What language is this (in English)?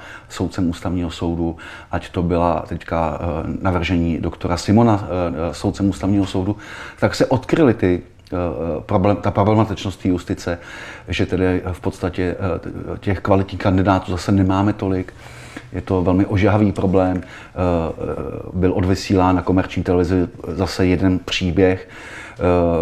Czech